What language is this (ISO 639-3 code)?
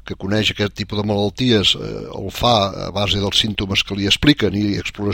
cat